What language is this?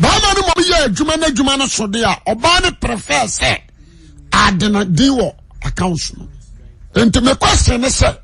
Akan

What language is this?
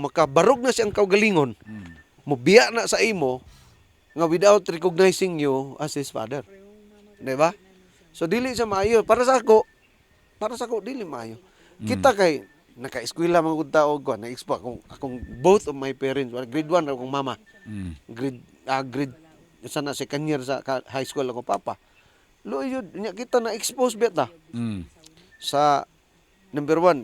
Cebuano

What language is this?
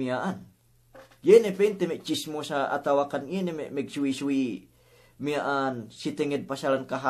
Yakan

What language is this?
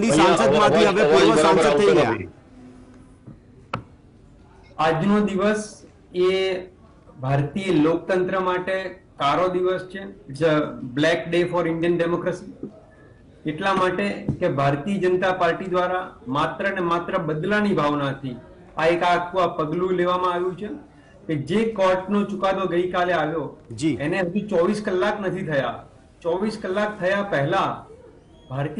Gujarati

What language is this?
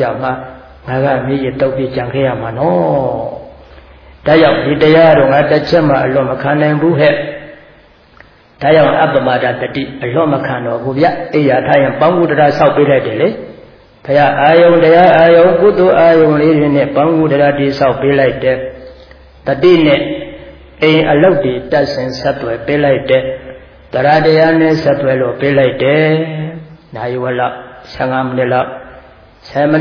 Burmese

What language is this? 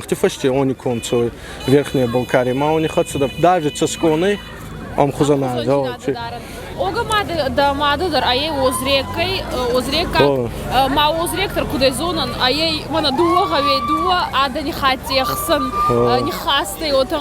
Ossetic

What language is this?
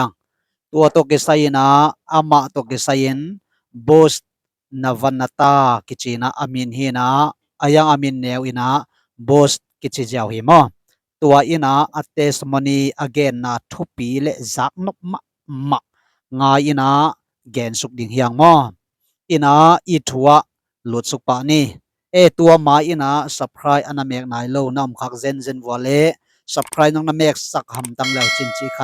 Tedim Chin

